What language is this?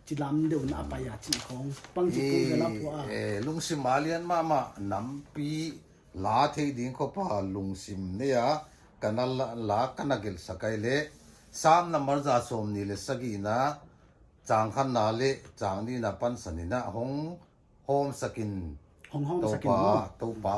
Paite Chin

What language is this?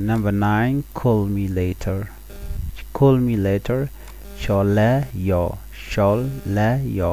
Nuer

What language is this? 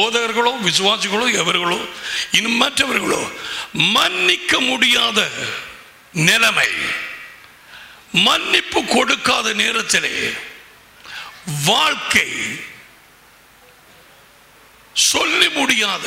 Tamil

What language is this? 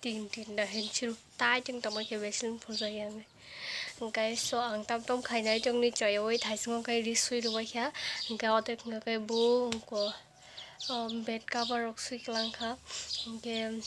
Kok Borok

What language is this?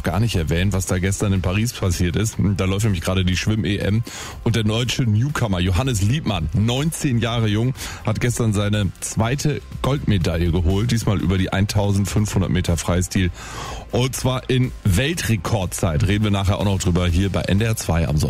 German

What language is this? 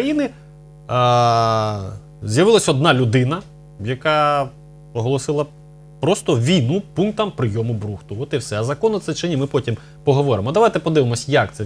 Ukrainian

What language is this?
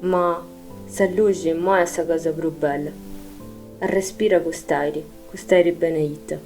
Sardinian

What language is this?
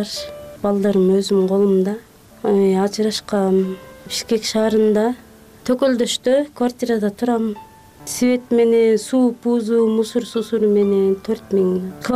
Kyrgyz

